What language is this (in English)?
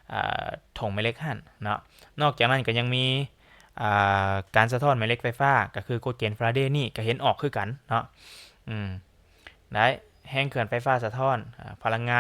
Lao